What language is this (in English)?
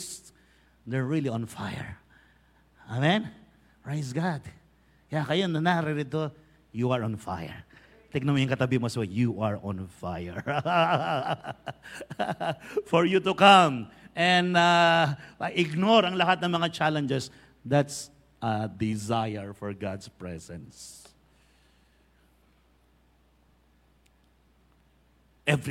Filipino